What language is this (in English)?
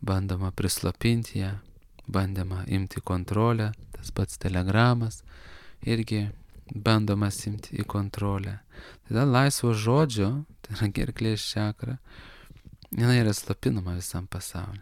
Lithuanian